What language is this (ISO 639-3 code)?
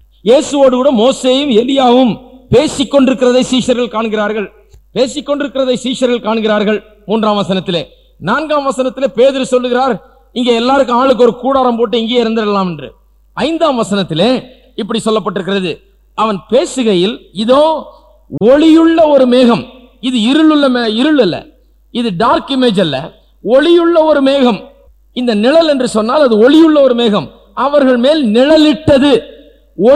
tam